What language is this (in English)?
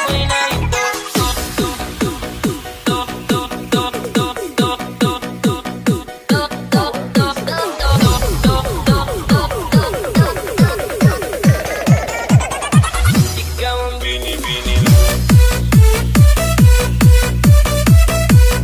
Filipino